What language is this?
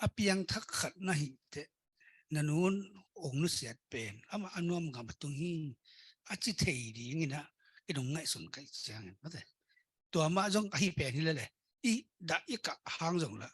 Tedim Chin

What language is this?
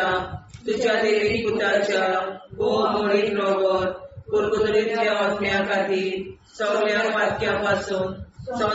Konkani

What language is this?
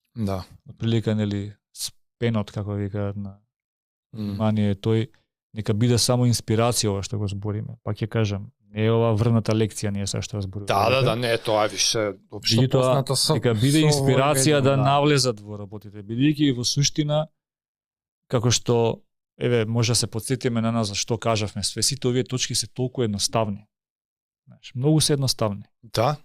Macedonian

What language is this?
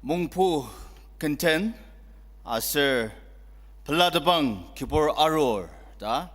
Ao Naga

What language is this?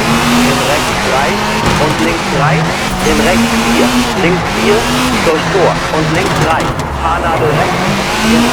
Bavarian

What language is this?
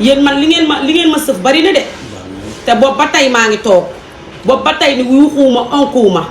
Wolof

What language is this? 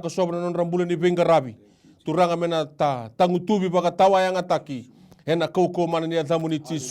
Fijian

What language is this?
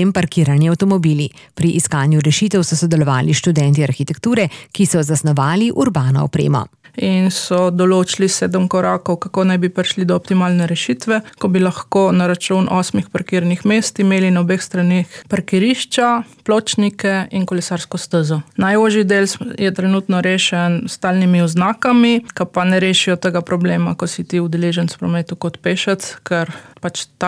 Slovenian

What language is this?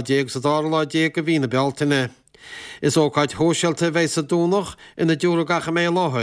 Irish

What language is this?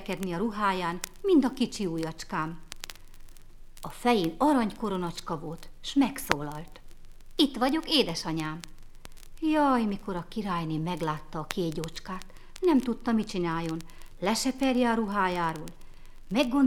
Hungarian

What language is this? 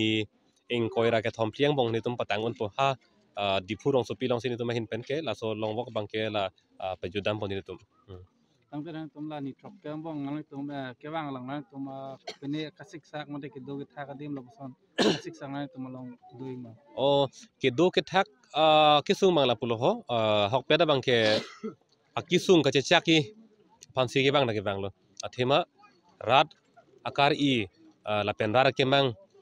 Karbi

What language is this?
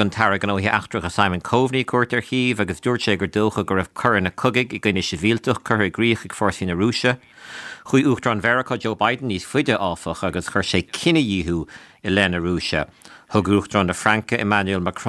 Irish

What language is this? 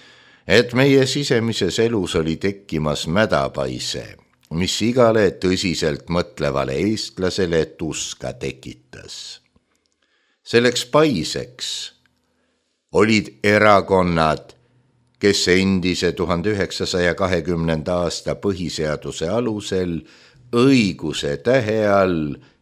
Estonian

